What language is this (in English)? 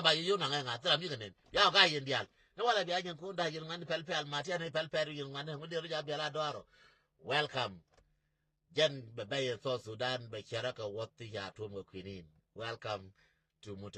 Nuer